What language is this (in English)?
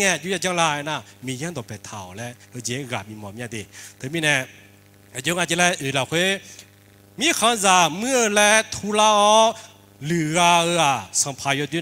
Akha